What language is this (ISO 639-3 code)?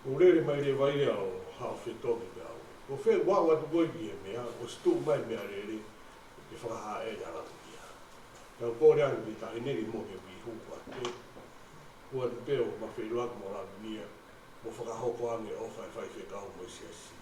ton